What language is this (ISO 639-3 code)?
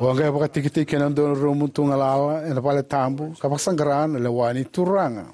fij